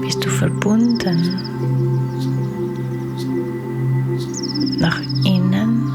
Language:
Swiss German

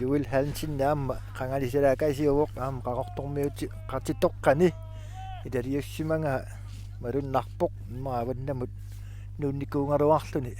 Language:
Kalaallisut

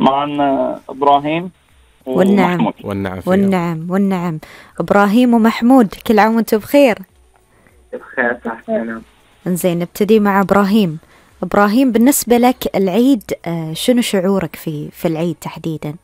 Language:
Gulf Arabic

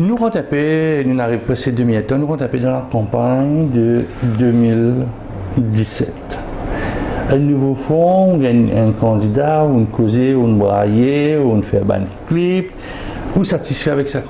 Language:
Morisyen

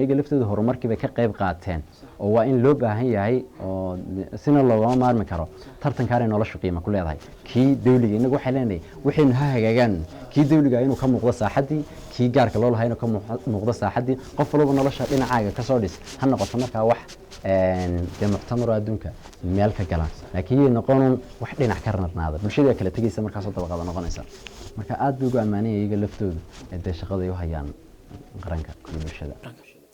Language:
Somali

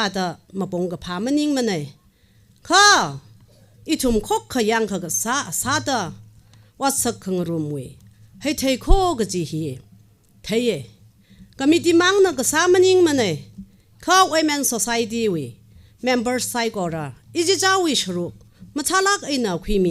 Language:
Tangkhul Naga (India)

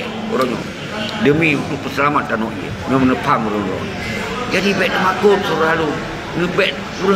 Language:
Achinese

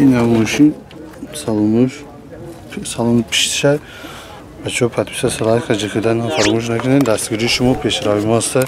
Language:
Tajik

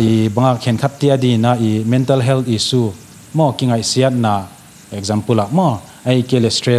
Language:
Paite Chin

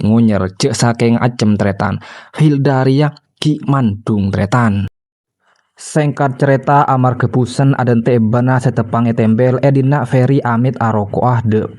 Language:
Madurese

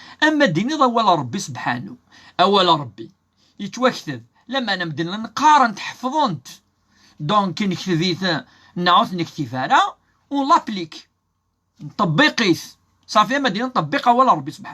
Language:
Kabyle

